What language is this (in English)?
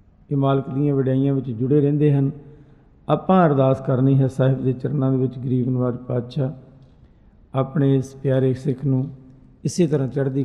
Punjabi